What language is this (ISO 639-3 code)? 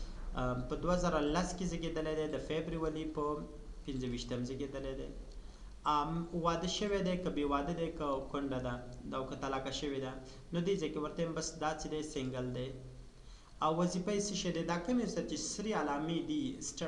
pus